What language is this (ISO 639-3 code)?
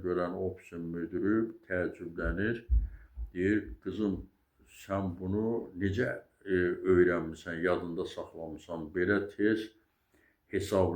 aze